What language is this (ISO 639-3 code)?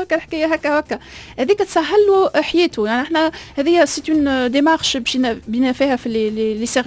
aeb